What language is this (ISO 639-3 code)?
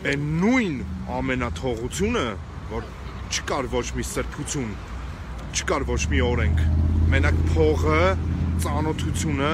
hye